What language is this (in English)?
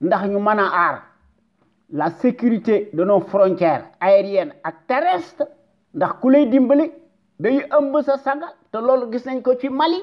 Wolof